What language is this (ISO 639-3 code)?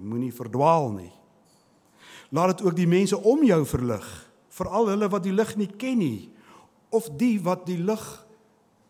afr